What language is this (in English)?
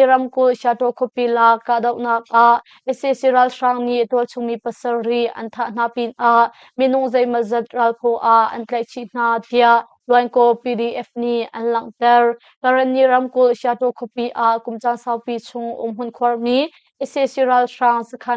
Hakha Chin